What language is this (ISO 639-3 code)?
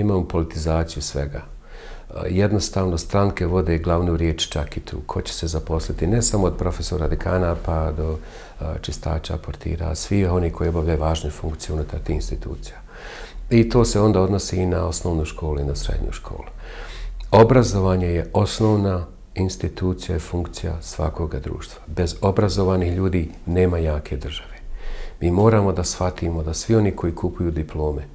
bos